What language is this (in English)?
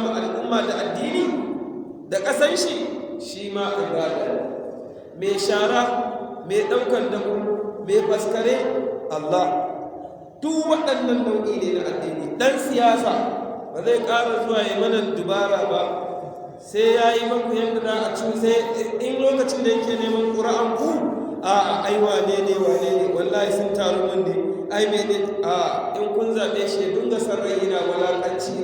Hausa